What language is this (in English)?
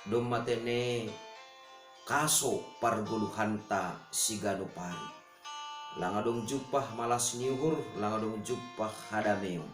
Batak Simalungun